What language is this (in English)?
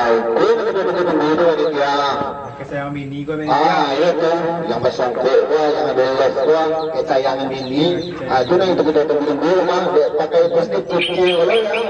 Minangkabau